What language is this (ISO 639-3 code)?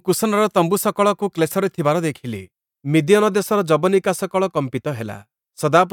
ori